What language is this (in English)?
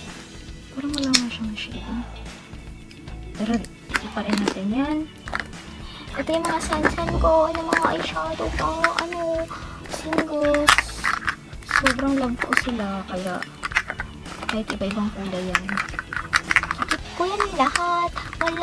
Filipino